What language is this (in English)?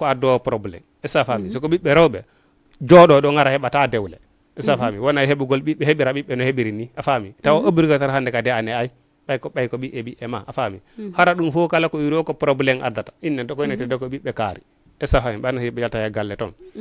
Fula